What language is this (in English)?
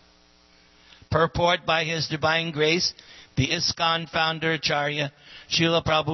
English